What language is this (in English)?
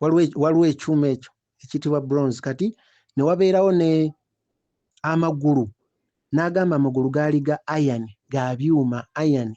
Ganda